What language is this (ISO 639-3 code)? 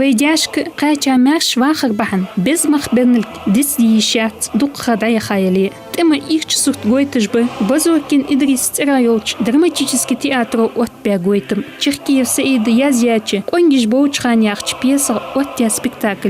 inh